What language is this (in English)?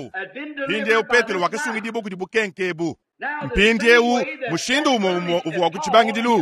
Luba-Lulua